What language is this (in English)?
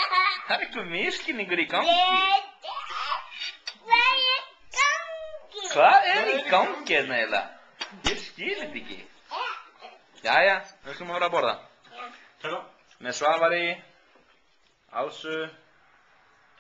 Icelandic